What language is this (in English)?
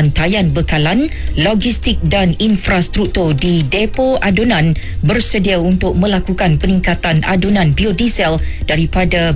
Malay